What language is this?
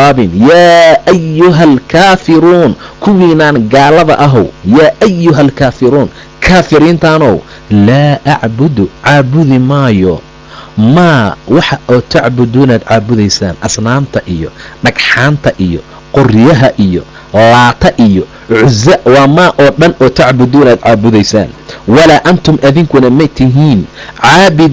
Somali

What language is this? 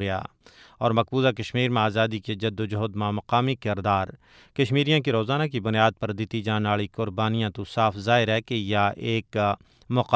Gujari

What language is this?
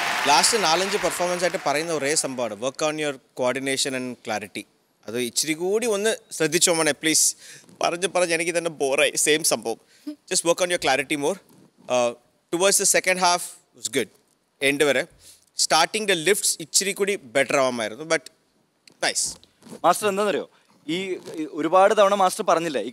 Malayalam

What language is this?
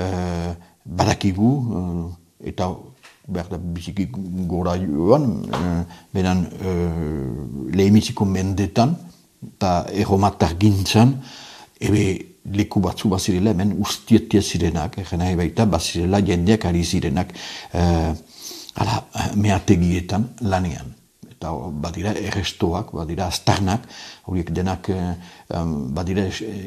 Basque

